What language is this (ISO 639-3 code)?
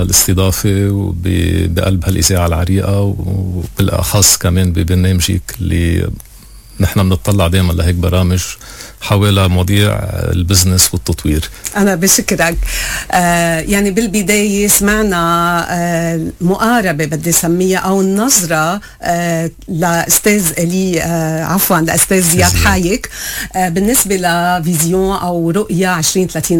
apc